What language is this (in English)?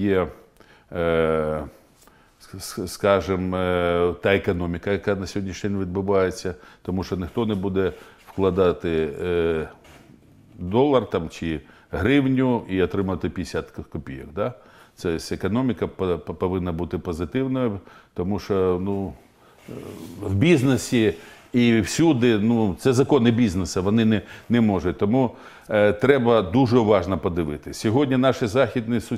Ukrainian